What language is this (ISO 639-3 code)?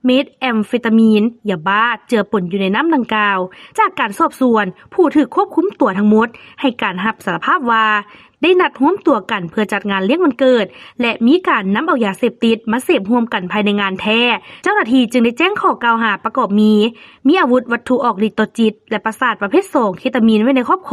lao